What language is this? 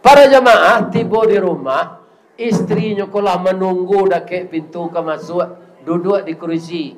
Minangkabau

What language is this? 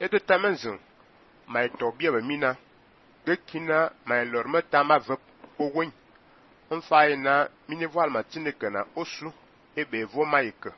Fang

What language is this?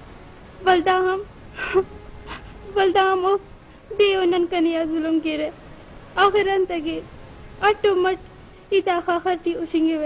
Brahui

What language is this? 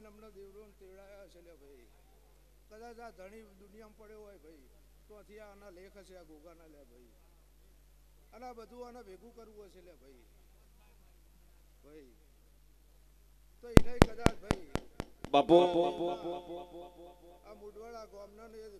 Gujarati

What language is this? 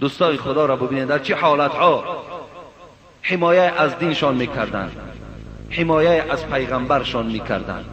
Persian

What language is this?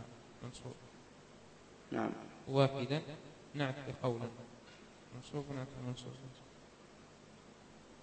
Arabic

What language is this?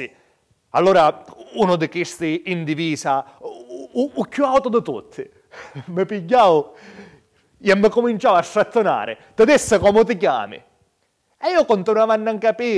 Sicilian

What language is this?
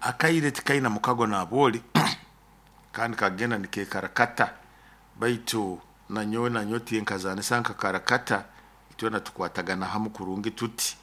Nyoro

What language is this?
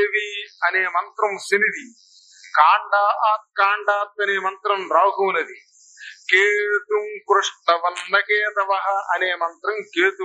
Telugu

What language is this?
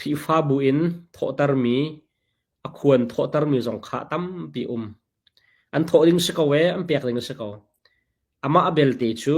Hakha Chin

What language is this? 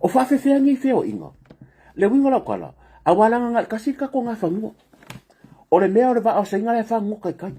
Samoan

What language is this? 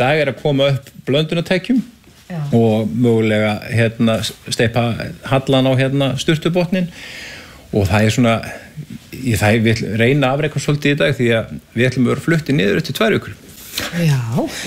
Icelandic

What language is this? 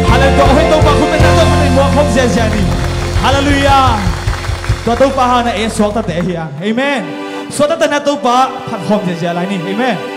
Tedim Chin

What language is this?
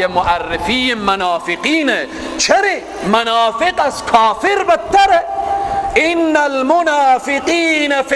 Persian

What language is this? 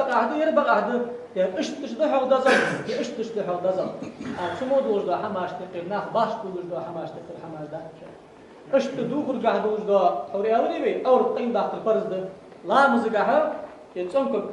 Ingush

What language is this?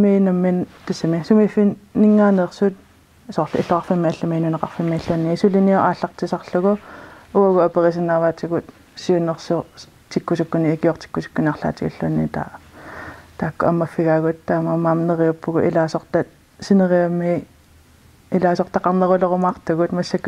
Kalaallisut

